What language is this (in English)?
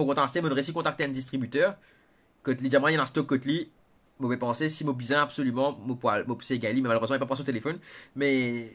Morisyen